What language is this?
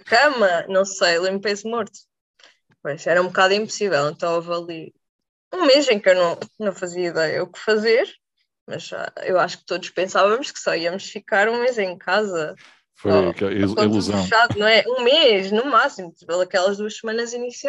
Portuguese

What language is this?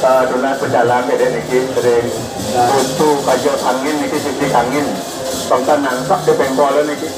Balinese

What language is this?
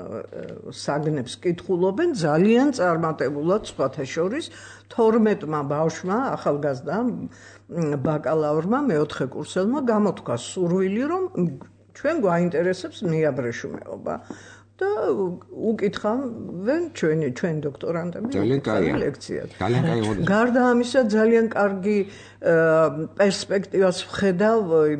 Georgian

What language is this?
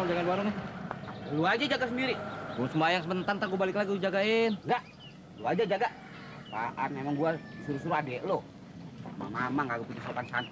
Betawi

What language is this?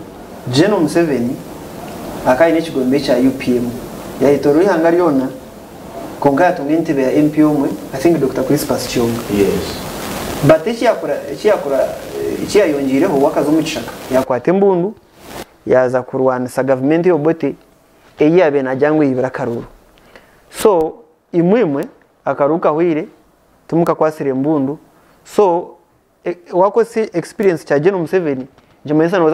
Kinyarwanda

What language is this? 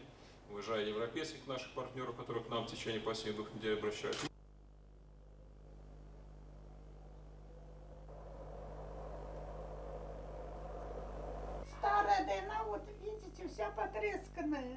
Russian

